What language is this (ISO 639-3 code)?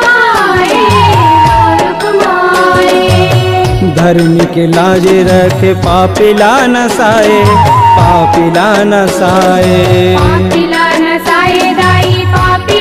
hne